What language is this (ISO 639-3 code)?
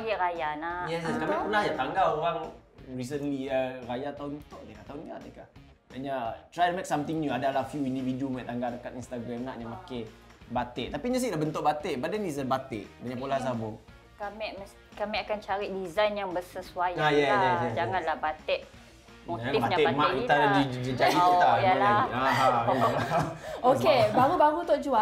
msa